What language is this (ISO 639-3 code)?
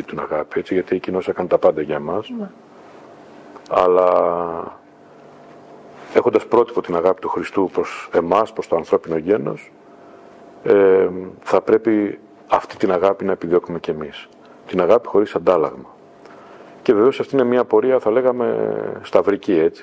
ell